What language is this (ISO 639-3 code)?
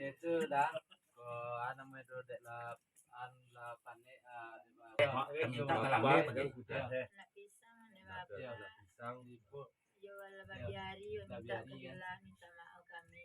min